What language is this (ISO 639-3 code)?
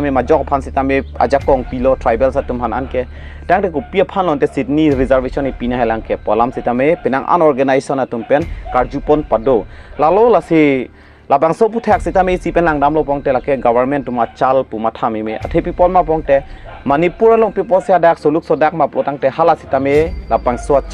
mjw